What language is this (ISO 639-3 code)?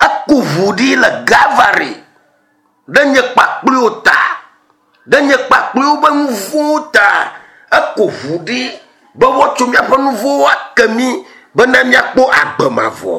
ewe